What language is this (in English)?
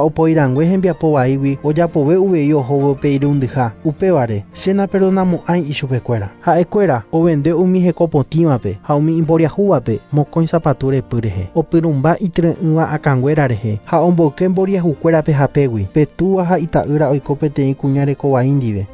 Guarani